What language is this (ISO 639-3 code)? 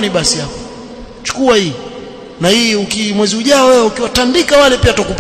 swa